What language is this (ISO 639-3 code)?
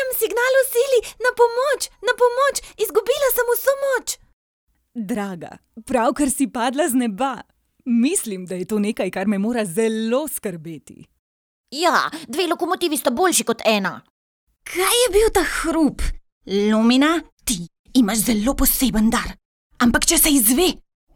slv